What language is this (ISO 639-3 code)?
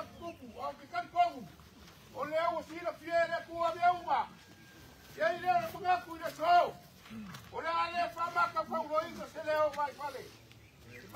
smo